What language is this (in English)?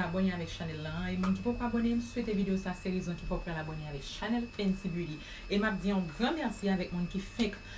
Haitian Creole